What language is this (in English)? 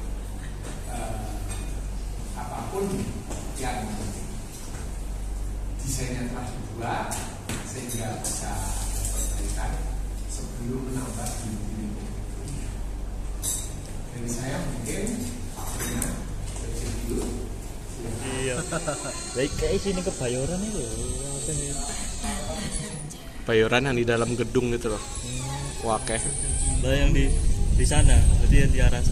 Indonesian